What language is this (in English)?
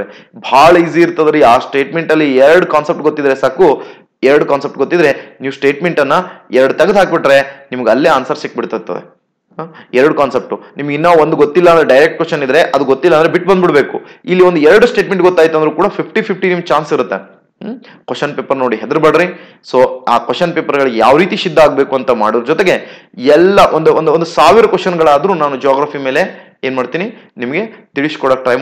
Kannada